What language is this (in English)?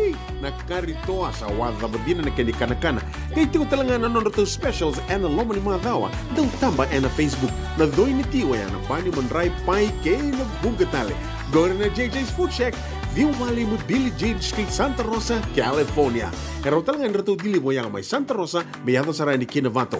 Fijian